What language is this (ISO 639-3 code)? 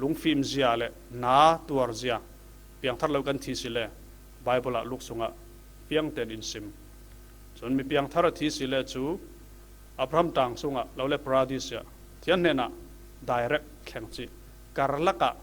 cfm